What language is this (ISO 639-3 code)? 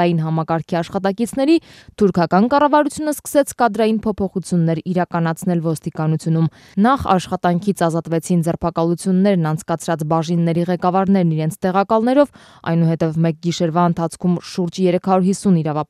hye